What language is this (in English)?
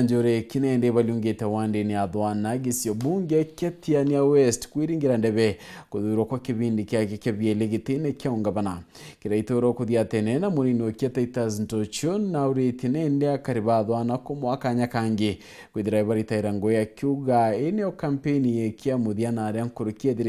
Meru